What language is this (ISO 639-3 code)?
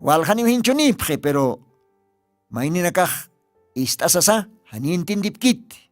aym